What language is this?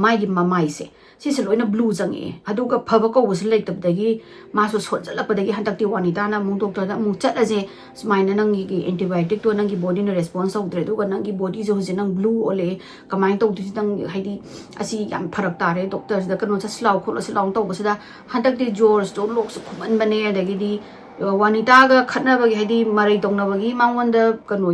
Manipuri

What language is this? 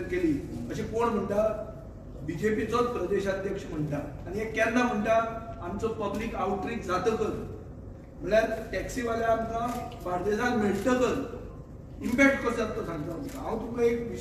Konkani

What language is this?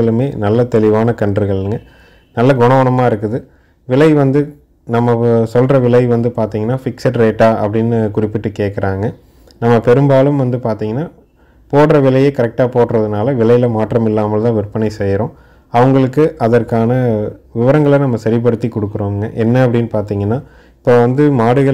Tamil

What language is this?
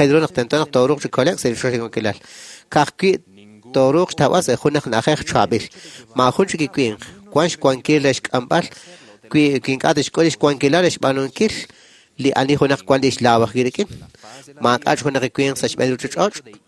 Kekchí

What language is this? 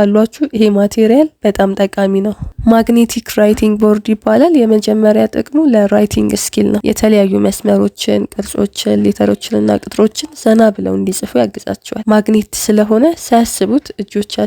Amharic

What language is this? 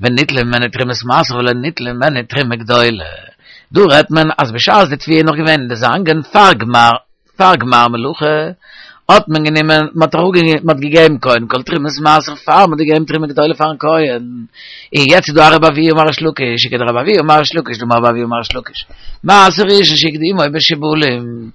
Yiddish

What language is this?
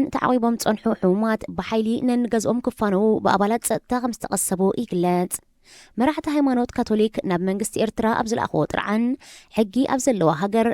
Tigrinya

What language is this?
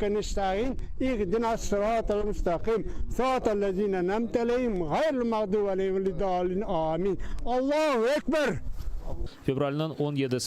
Crimean Tatar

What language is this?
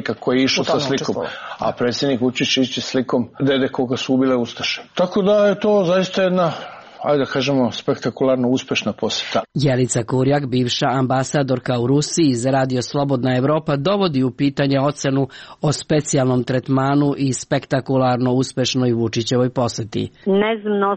Serbian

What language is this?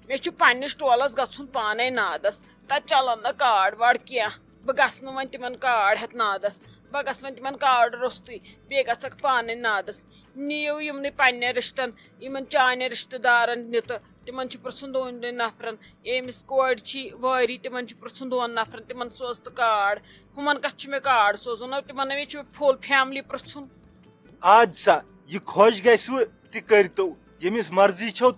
Kashmiri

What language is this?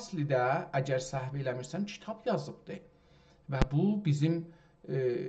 South Azerbaijani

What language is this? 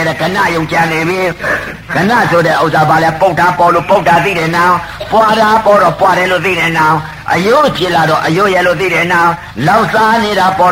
Burmese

